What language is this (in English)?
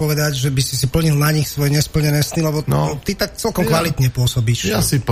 Slovak